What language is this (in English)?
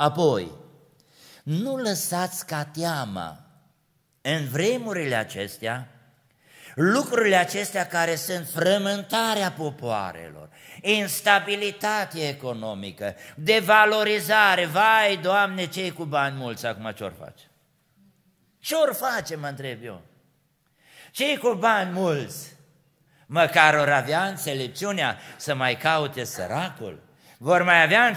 Romanian